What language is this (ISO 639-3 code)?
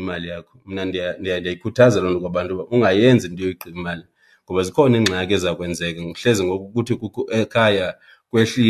xho